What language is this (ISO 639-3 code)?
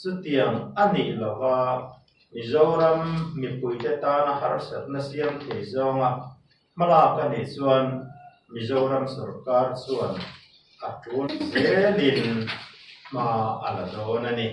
lus